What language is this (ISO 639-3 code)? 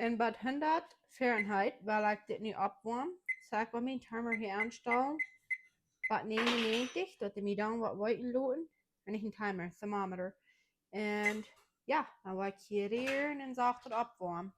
pdt